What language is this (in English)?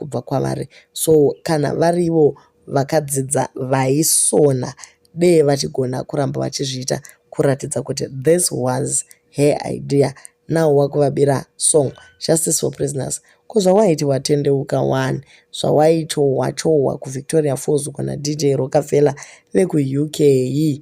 Shona